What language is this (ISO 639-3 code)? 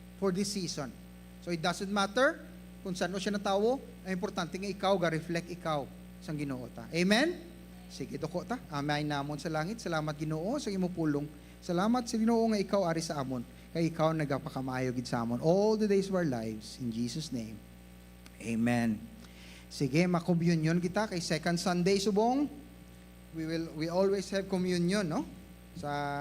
hil